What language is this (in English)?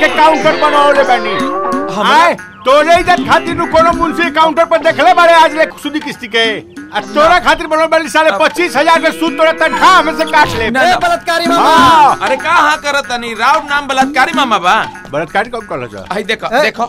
Bhojpuri